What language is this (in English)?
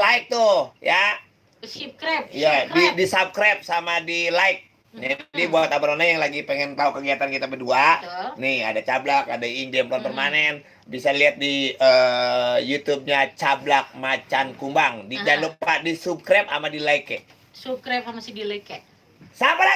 Betawi